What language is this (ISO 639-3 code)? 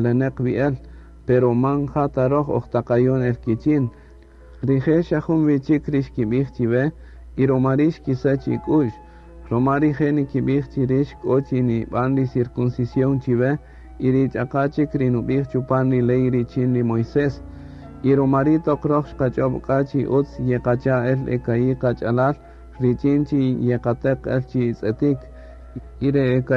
cak